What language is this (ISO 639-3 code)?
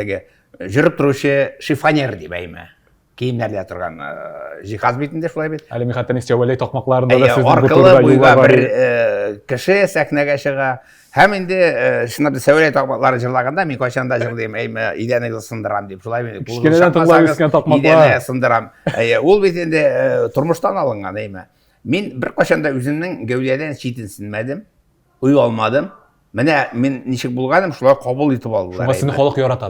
tat